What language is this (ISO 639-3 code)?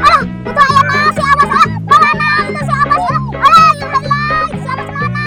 sun